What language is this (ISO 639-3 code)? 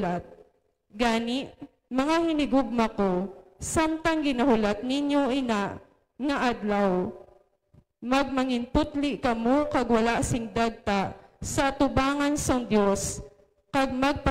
hil